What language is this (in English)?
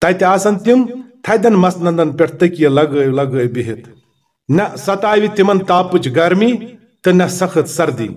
Kashmiri